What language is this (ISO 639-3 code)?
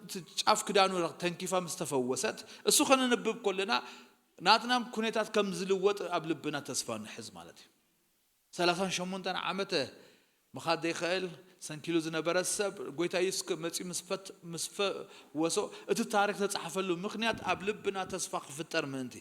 tir